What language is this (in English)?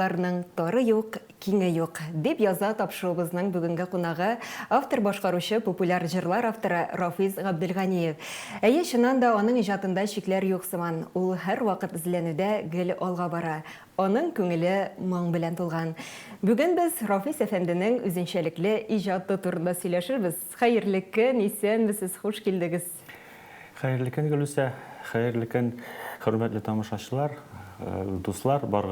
Tatar